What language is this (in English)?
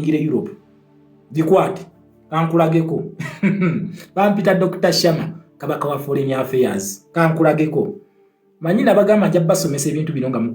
Ganda